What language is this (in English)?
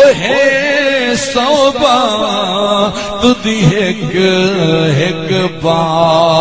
Saraiki